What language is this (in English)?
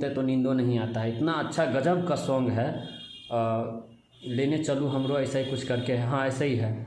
Maithili